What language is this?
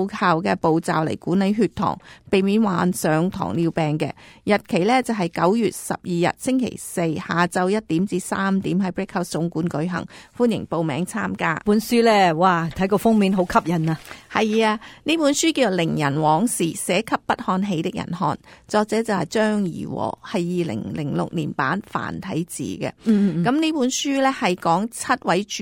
Cantonese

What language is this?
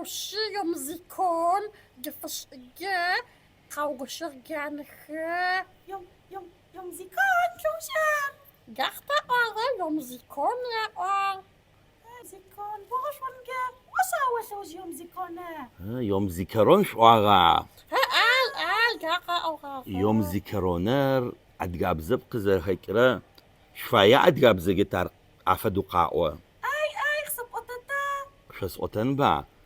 Adyghe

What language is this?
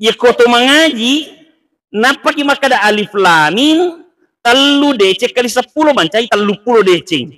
Buginese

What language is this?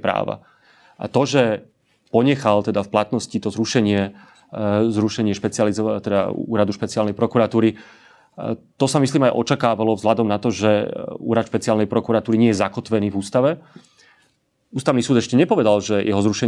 Slovak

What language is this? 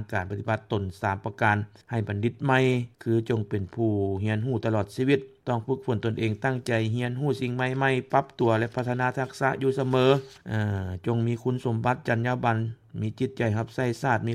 Lao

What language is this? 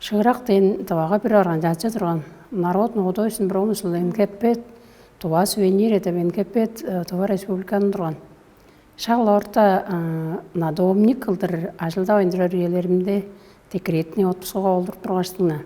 Tuvinian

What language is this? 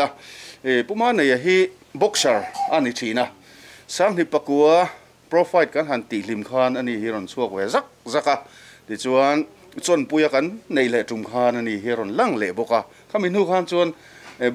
Mizo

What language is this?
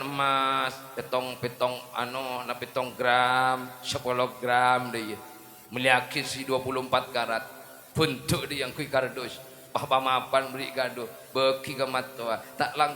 Madurese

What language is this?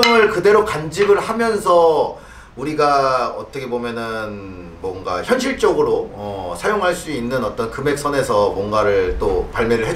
Korean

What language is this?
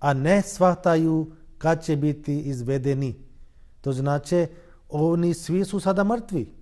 Bosnian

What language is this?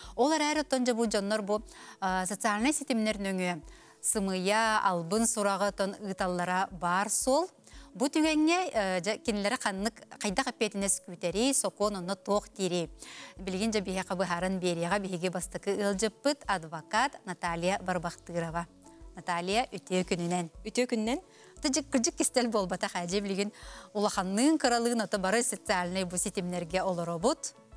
Yakut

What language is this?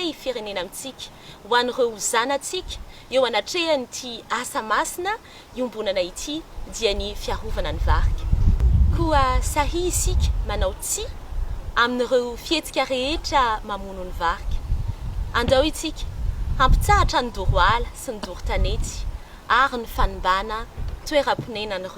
Malagasy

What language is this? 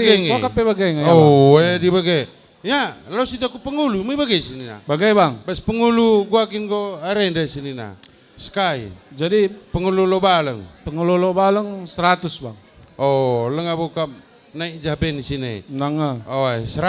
Batak Karo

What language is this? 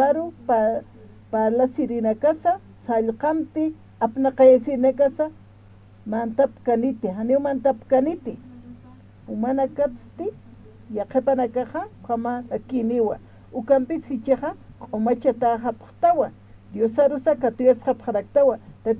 Aymara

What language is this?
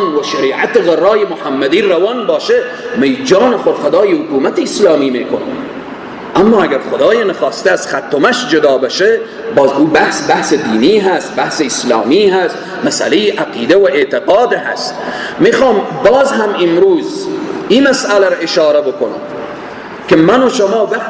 Persian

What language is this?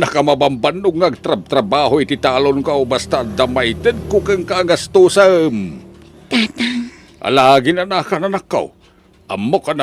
Iloko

